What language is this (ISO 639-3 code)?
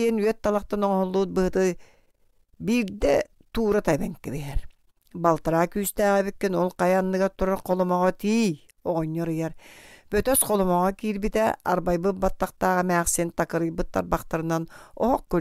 sah